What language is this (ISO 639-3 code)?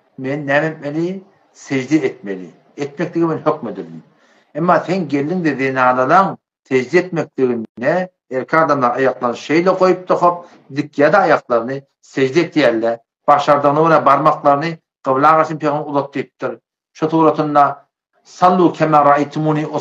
tuk